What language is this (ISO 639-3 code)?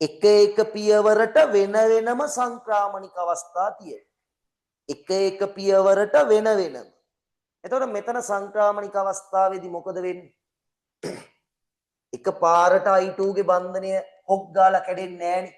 sin